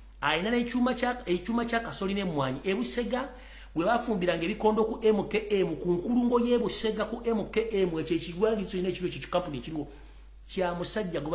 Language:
Ganda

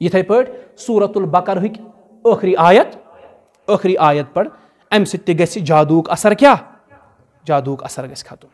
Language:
Kashmiri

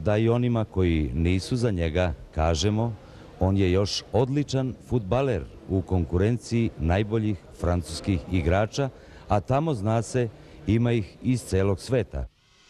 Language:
Serbian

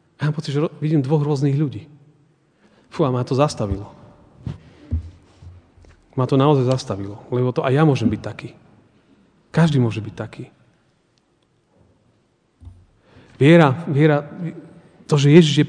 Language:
Slovak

